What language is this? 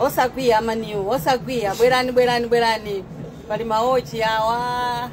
Nyanja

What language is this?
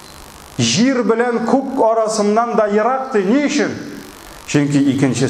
Tatar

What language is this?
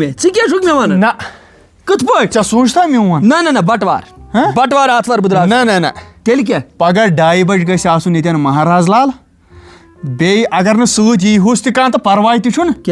Kashmiri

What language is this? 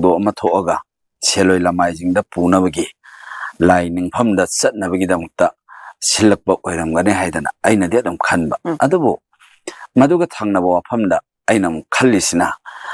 Manipuri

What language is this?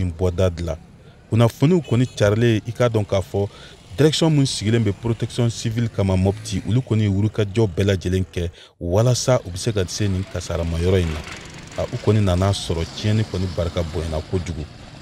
Bambara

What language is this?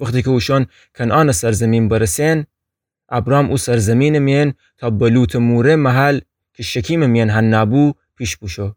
Gilaki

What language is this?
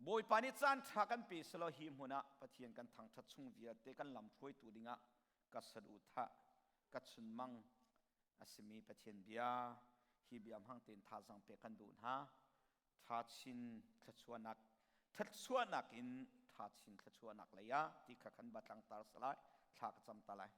Hakha Chin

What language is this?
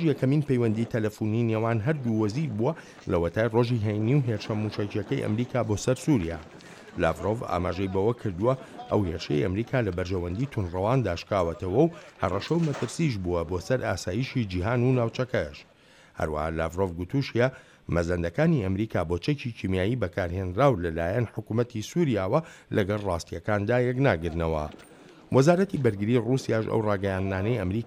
Central Kurdish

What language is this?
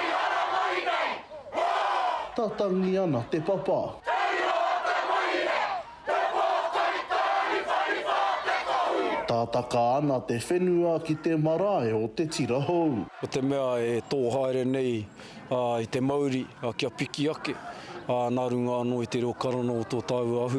Māori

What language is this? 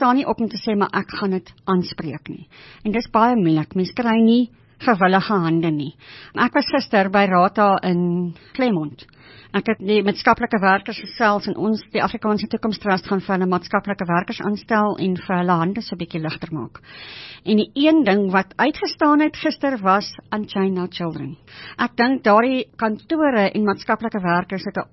Afrikaans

